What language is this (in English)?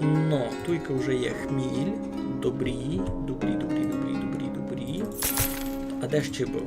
Rusyn